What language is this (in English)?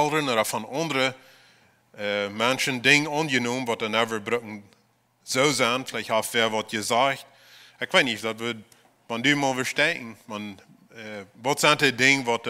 Plautdietsch